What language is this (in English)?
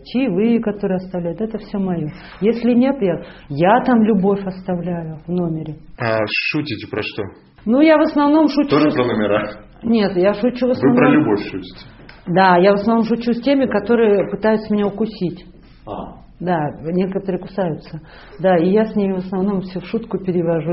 Russian